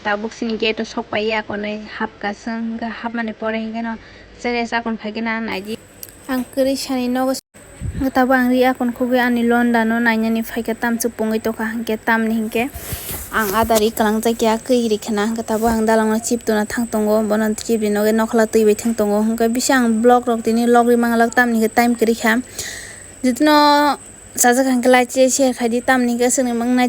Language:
Kok Borok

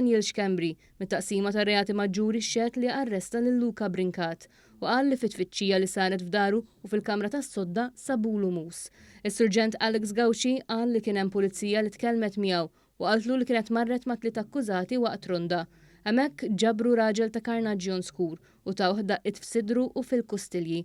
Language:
Maltese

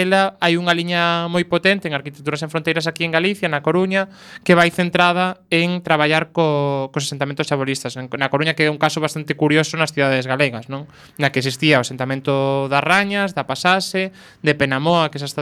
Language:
Galician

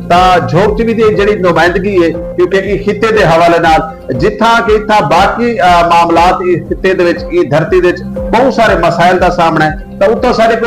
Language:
Saraiki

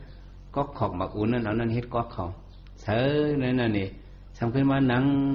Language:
Shan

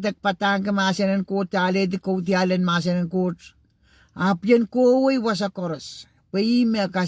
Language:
Pohnpeian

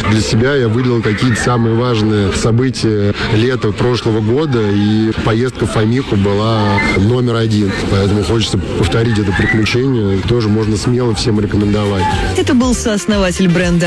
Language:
Russian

